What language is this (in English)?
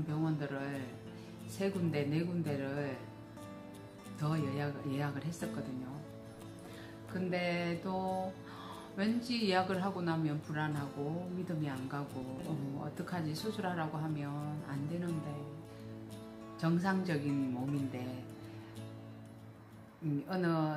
Korean